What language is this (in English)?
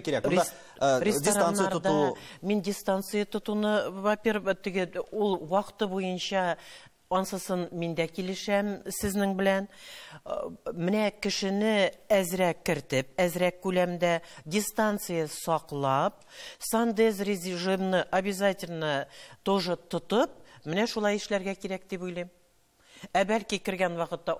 Tatar